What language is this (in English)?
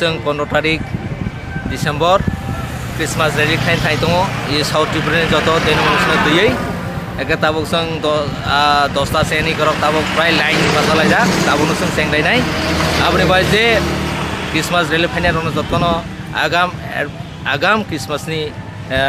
Kok Borok